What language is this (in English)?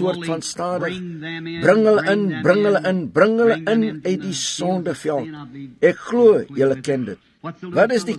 Afrikaans